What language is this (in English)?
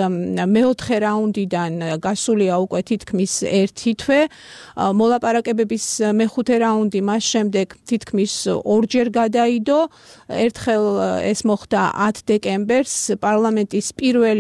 Georgian